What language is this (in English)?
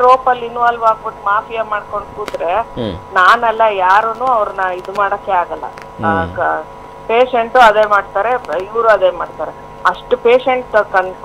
Kannada